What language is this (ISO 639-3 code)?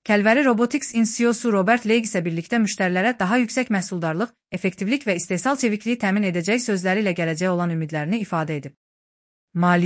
aze